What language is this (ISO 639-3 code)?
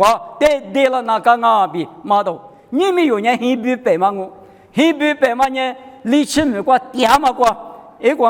lis